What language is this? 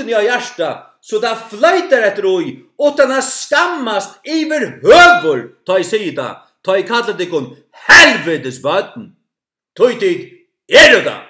Faroese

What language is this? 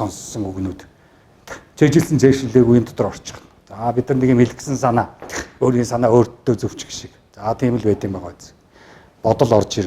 Mongolian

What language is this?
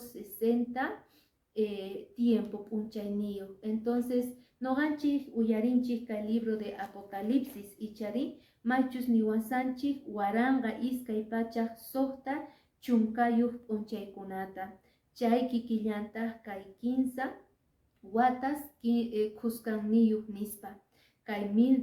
Quechua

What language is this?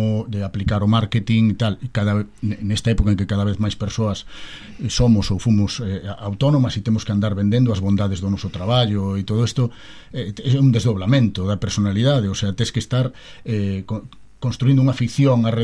Galician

